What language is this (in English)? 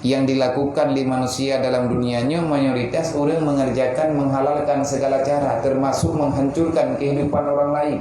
Achinese